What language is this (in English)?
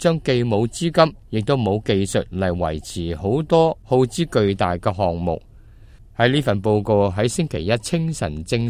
Cantonese